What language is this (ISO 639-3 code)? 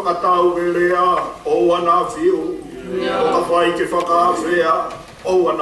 ton